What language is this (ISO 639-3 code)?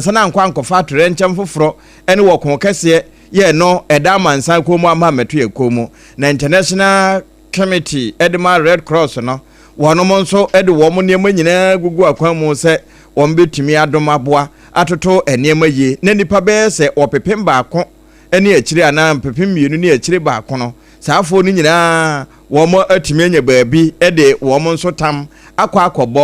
aka